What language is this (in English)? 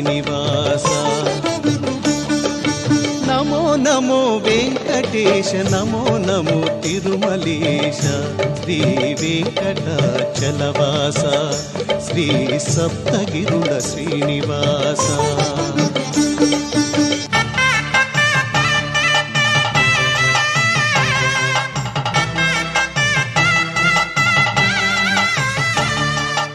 Telugu